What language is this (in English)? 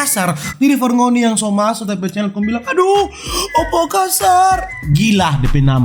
Manado Malay